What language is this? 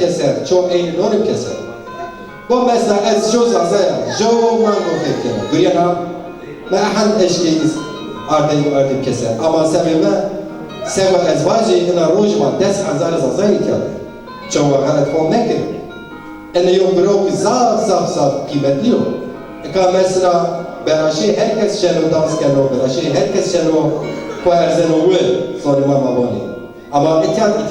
Zaza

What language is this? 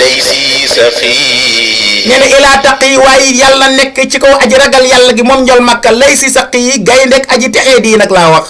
Wolof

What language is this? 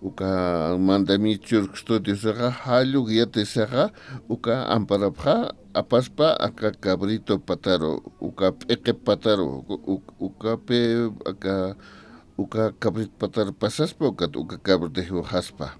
Aymara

